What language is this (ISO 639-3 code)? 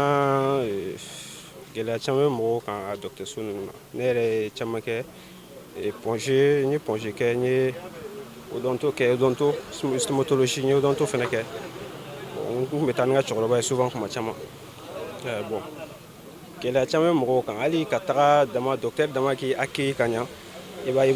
bam